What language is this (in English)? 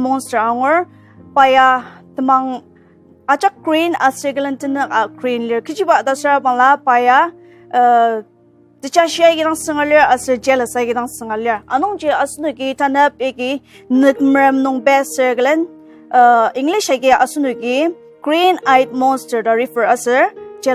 Ao Naga